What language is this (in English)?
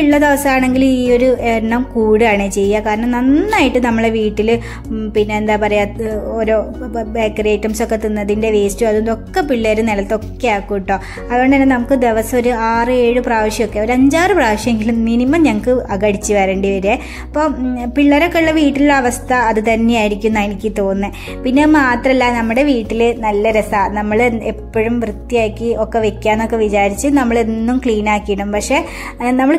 Malayalam